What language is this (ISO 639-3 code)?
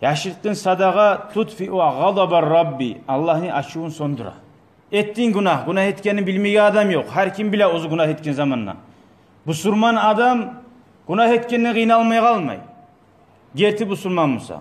kum